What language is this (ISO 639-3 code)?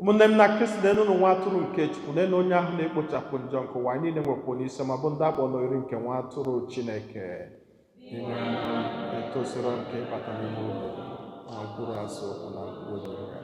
ibo